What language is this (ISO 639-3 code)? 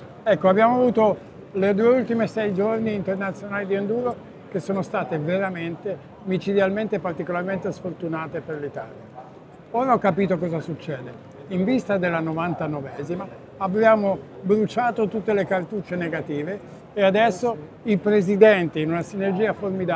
ita